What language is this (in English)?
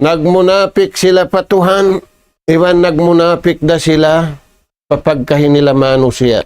Tausug